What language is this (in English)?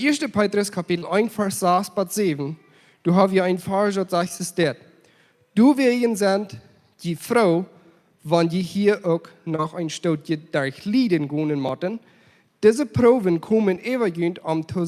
Plautdietsch